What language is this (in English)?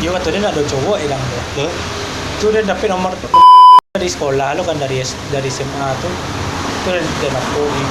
Minangkabau